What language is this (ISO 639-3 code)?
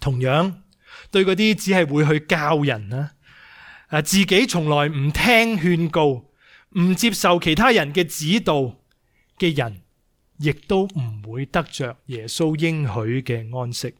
yue